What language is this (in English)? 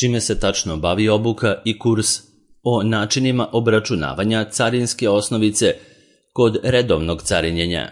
Serbian